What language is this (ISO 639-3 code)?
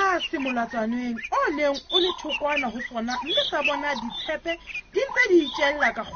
sot